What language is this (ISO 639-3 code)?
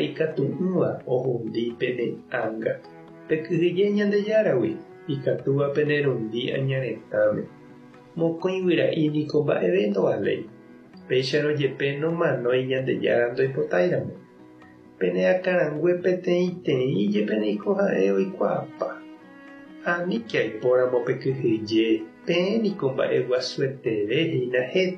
grn